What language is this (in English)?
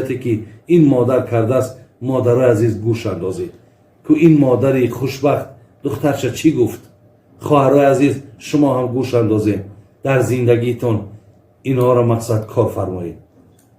Tajik